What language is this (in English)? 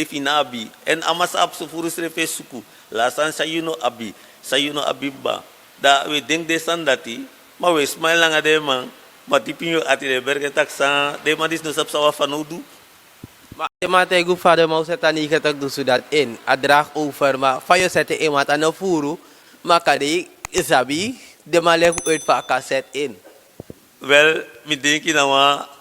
Sranan Tongo